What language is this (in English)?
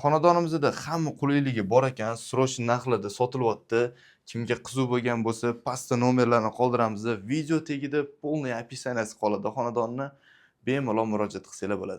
Uzbek